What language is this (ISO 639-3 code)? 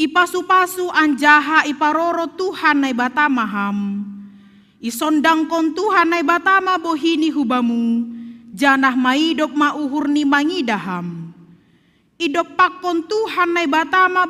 bts